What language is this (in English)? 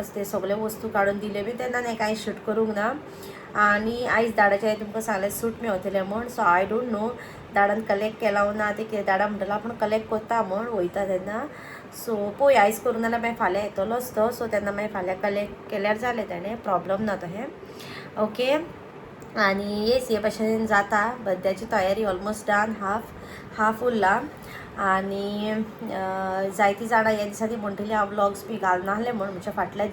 Konkani